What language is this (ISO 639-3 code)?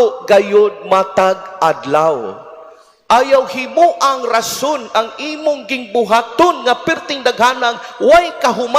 ceb